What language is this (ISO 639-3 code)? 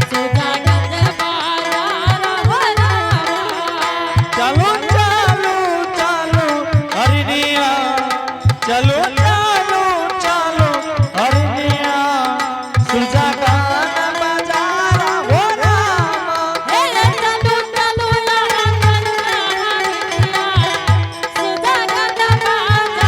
anp